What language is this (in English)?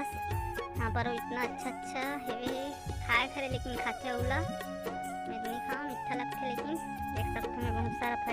Chhattisgarhi